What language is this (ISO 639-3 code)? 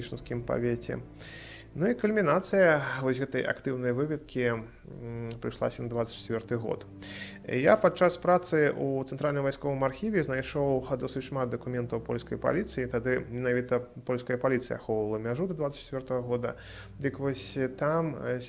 bel